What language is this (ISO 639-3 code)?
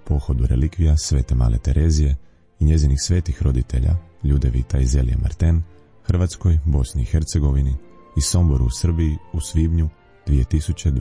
hrv